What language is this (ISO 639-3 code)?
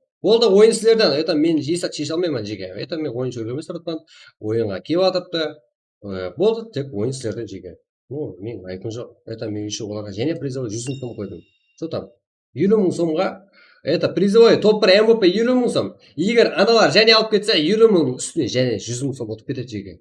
kaa